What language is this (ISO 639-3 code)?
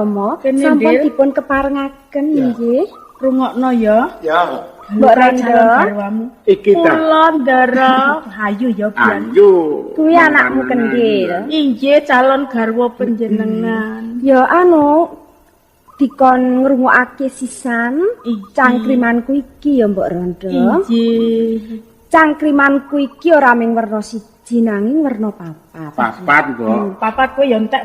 jav